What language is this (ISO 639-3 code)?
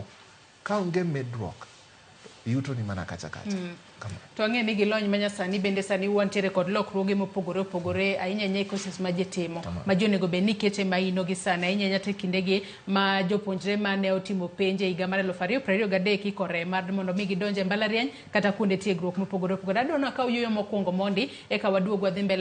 luo